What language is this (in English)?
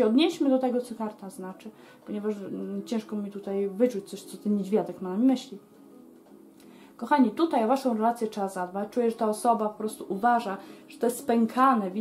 Polish